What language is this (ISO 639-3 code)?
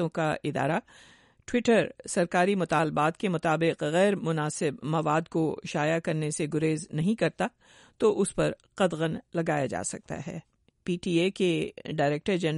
urd